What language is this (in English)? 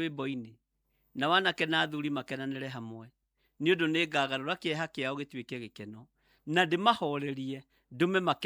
Kikuyu